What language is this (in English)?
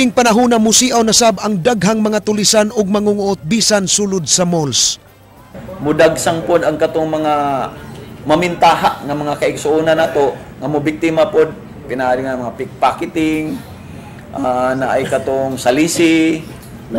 Cebuano